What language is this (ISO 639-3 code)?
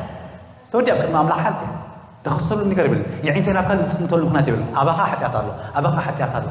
tir